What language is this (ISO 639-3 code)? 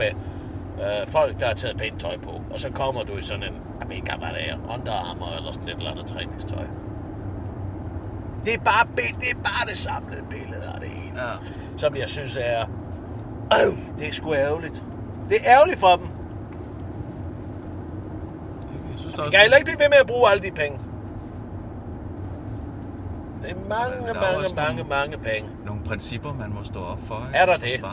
dan